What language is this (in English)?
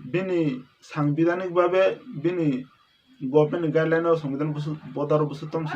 Kok Borok